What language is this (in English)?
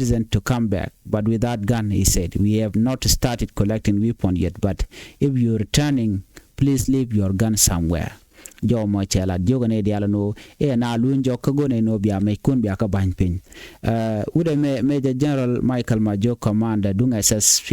Nuer